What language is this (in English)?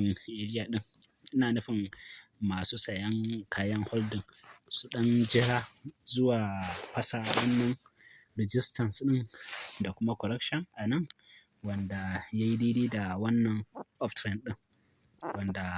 Hausa